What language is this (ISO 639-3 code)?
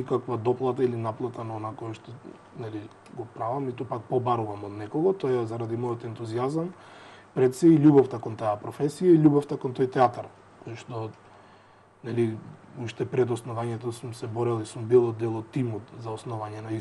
mkd